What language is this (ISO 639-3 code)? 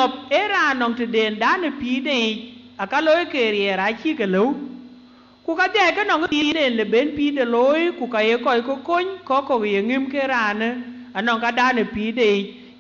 din